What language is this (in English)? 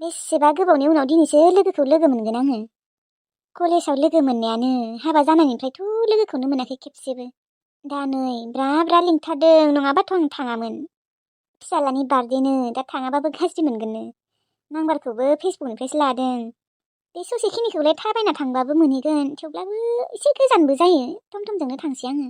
Bodo